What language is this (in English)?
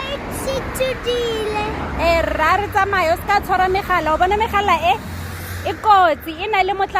Tswana